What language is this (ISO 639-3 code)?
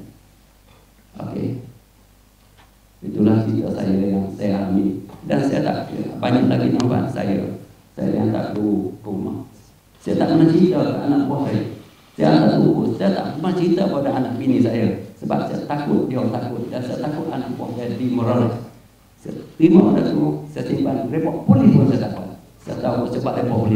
msa